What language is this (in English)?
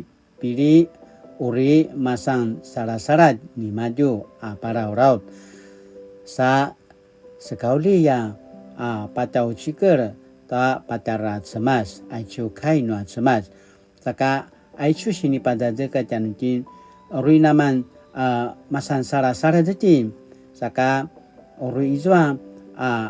Paiwan